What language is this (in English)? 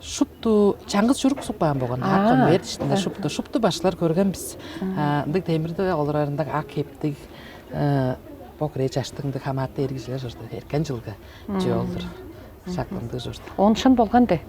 Tuvinian